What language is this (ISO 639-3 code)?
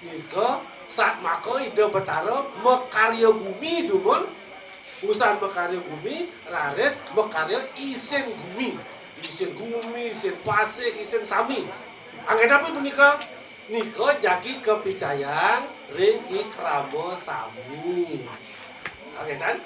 ban